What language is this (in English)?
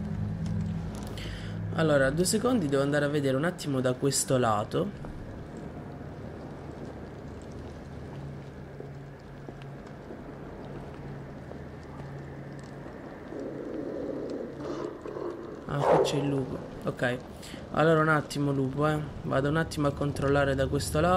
Italian